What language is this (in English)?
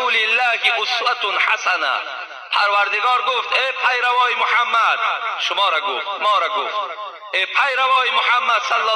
Tajik